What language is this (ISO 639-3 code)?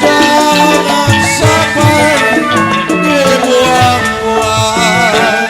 bew